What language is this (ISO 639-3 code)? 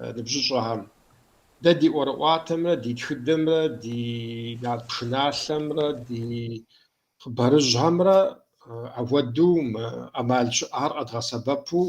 kbd